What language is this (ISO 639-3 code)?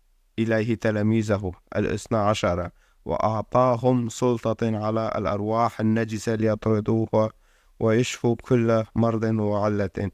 kur